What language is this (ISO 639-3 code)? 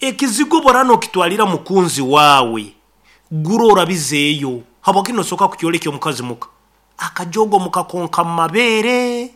nyn